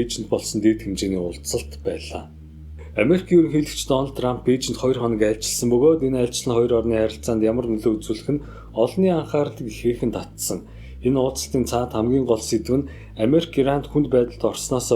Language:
Mongolian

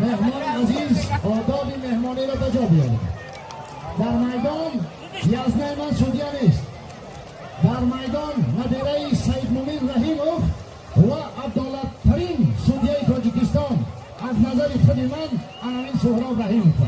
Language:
Tajik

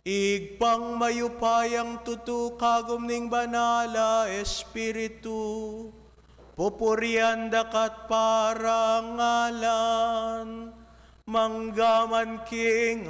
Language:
Pampanga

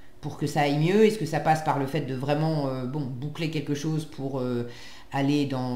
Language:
French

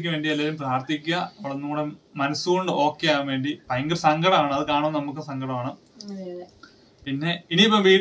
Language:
Malayalam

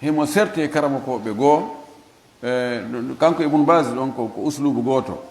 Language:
Fula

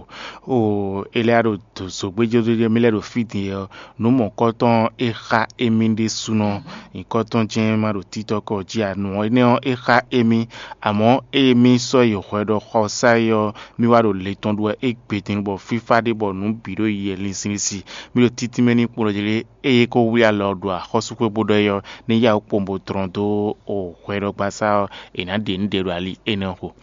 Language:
Fon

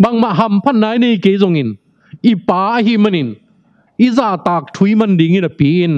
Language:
Tedim Chin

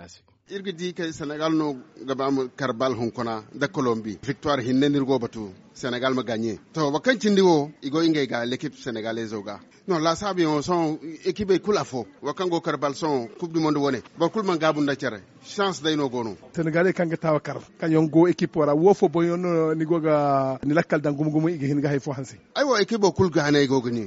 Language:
Zarma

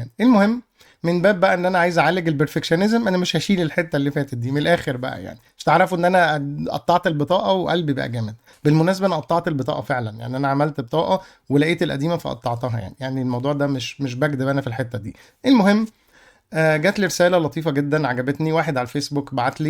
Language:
Egyptian Arabic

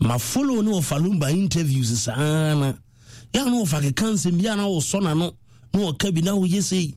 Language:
Akan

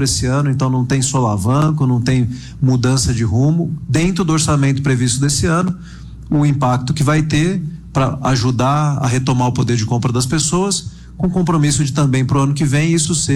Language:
Portuguese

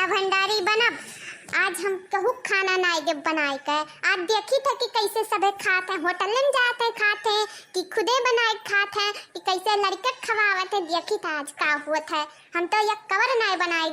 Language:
Awadhi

